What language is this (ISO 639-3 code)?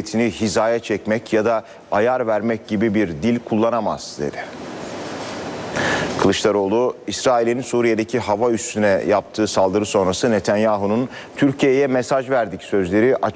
tur